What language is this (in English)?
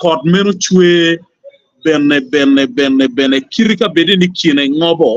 Acoli